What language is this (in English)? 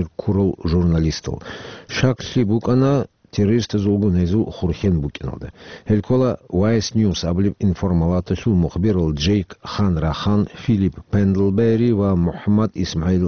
Avaric